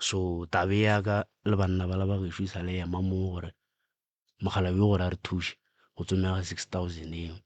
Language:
Northern Sotho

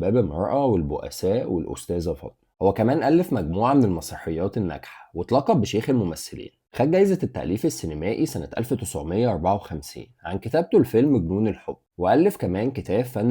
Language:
Egyptian Arabic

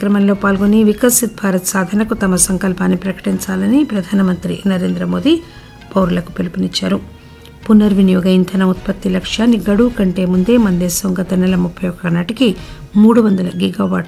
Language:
Telugu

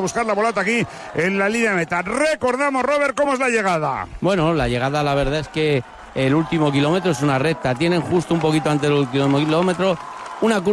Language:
Spanish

